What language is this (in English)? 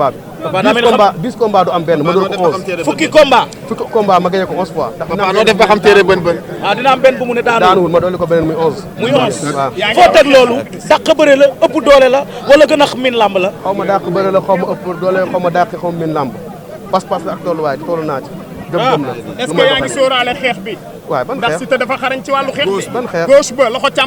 Wolof